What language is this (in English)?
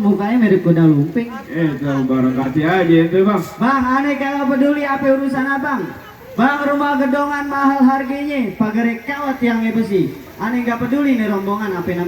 Betawi